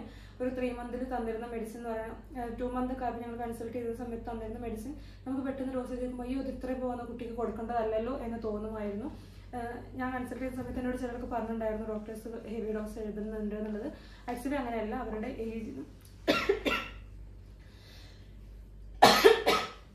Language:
Malayalam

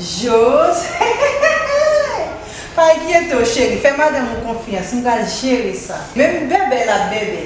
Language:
Haitian Creole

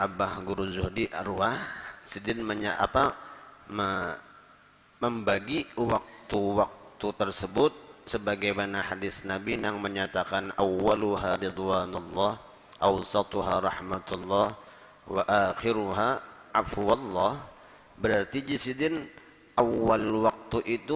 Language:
Banjar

